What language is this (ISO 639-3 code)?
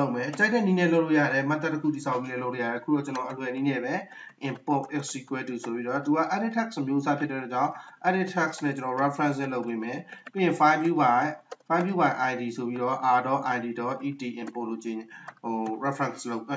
mya